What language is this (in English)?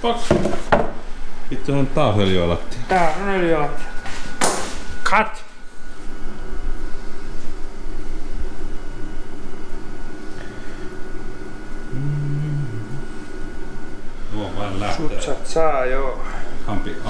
Finnish